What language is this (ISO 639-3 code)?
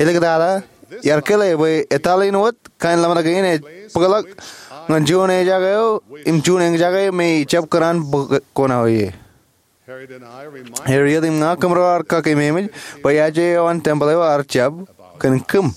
mah